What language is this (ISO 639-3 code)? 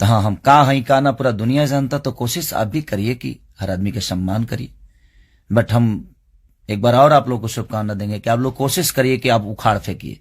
bho